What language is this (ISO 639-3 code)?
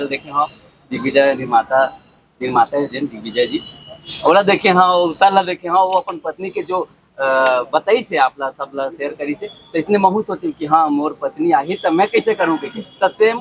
hne